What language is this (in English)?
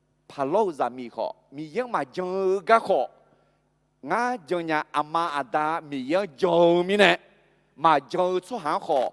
Akha